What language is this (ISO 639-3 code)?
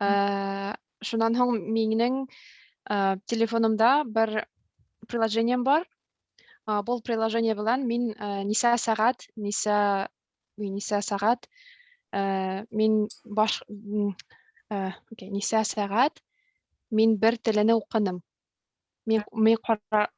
bak